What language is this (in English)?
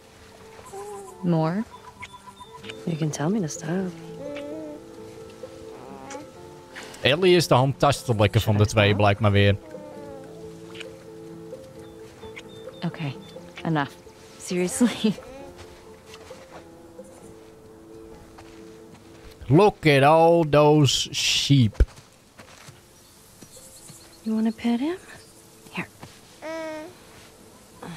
Dutch